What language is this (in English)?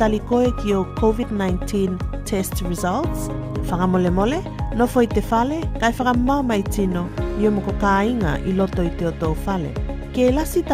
Tuvalu